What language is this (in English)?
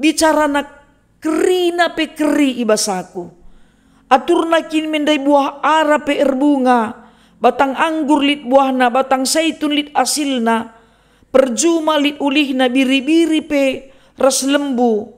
Batak Karo